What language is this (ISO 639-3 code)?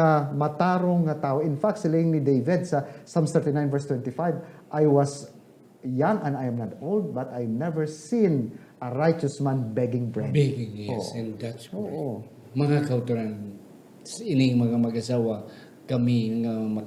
hil